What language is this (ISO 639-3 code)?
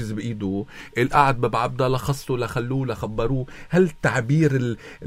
apc